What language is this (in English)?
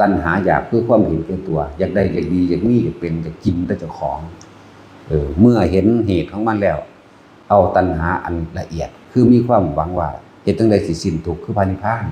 Northeastern Thai